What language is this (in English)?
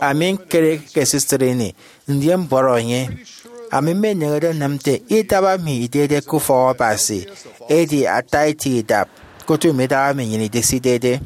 Efik